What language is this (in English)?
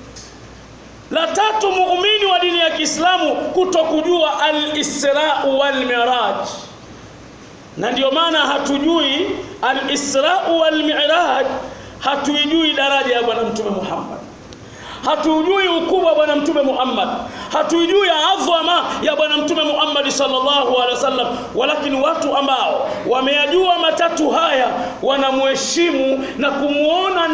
Swahili